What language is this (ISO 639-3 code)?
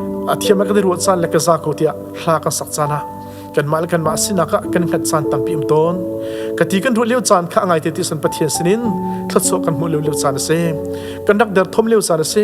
cnh